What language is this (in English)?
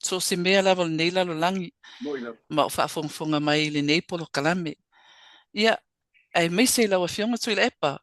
Samoan